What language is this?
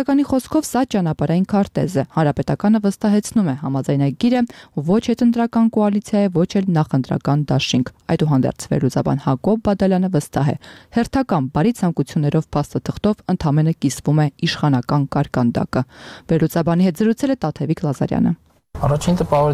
Armenian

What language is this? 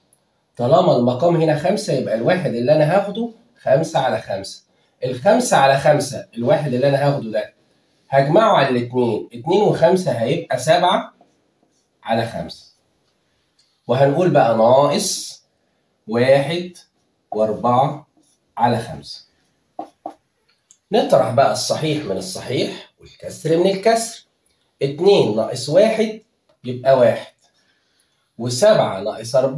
Egyptian Arabic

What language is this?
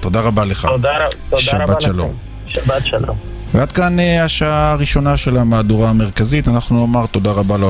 Hebrew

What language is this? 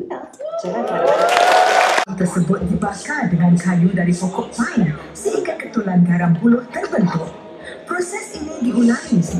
Malay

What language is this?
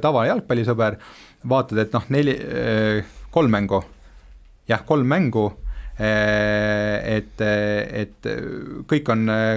Estonian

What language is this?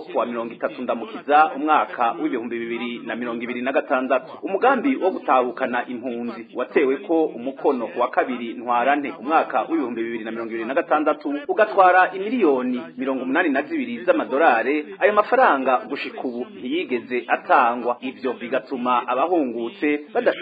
Rundi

